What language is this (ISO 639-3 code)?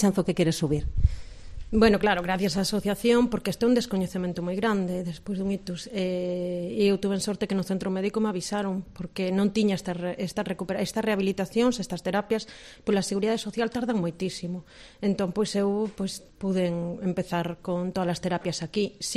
glg